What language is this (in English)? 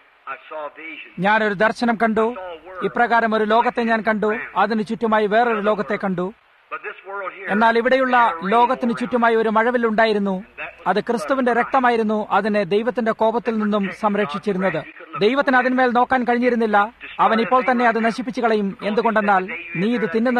Malayalam